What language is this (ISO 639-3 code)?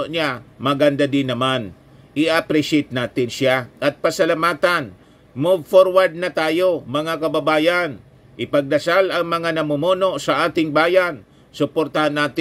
fil